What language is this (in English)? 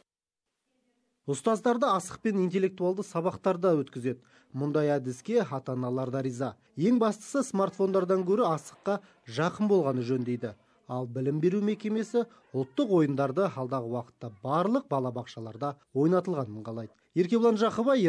Kazakh